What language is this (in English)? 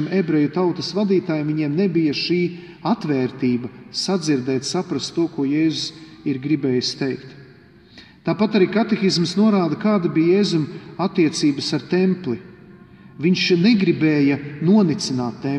Latvian